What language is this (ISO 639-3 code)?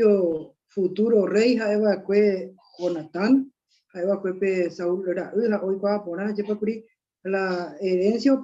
grn